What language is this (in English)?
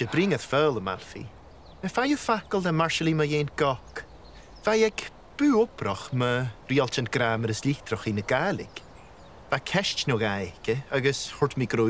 Scottish Gaelic